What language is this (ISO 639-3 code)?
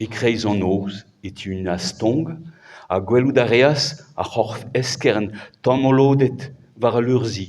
bre